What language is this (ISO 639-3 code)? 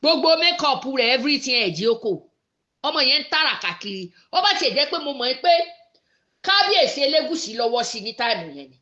yor